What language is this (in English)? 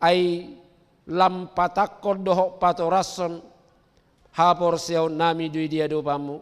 Batak Toba